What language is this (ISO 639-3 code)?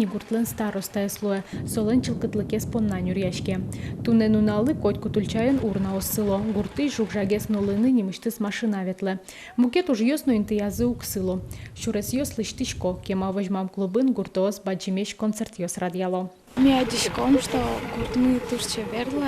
udm